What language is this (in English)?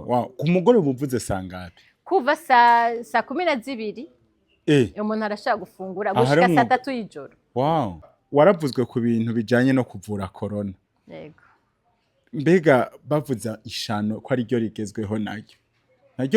Rundi